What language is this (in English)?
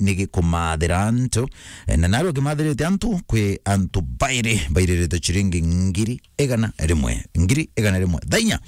Meru